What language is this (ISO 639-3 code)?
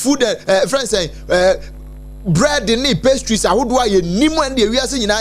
aka